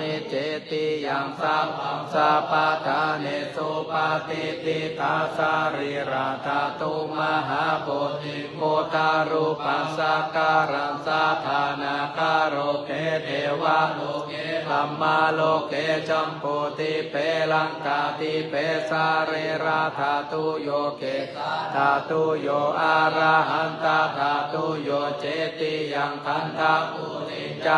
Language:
Pali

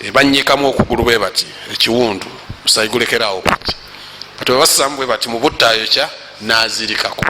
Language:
Ganda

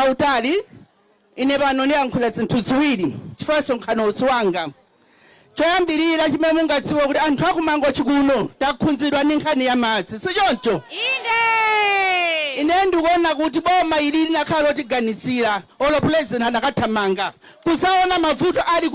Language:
Nyanja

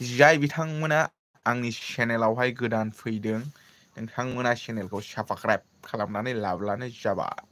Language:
Bodo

